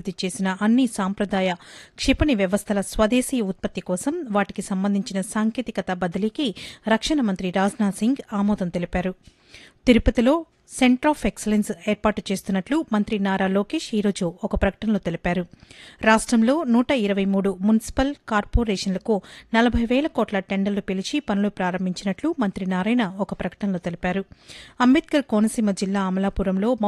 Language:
Telugu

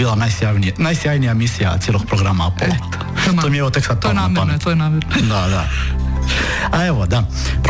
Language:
Croatian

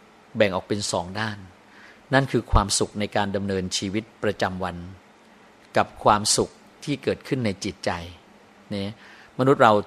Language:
Thai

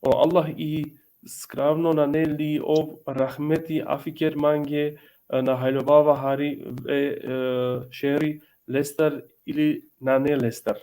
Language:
Balkan Romani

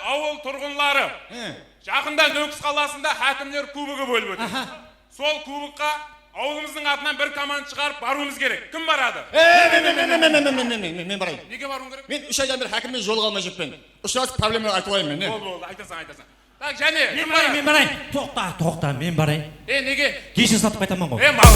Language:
Kara-Kalpak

